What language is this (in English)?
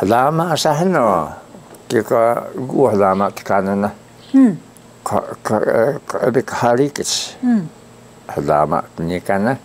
Taroko